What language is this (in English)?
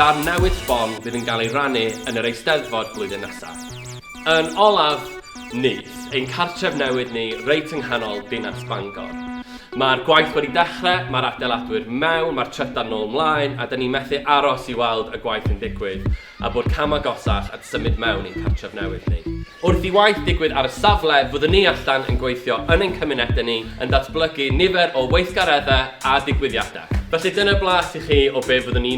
Welsh